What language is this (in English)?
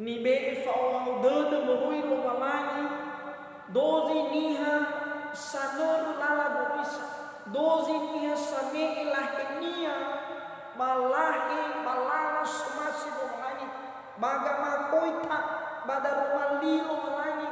Nias